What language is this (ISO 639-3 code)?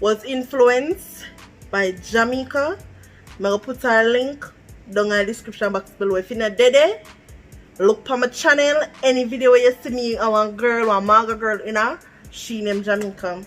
jam